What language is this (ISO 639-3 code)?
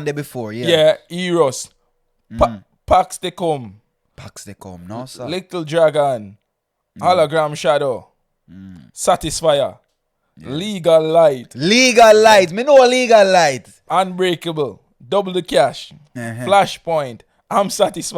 jam